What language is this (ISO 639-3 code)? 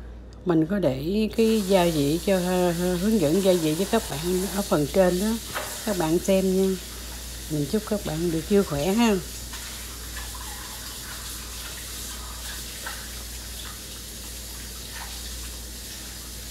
vie